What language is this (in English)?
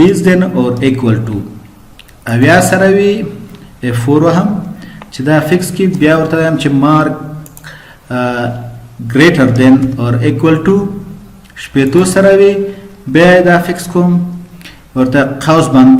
Pashto